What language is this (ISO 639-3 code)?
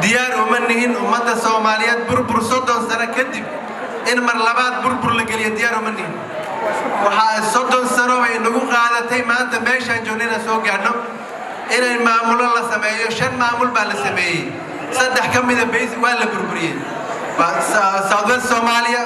som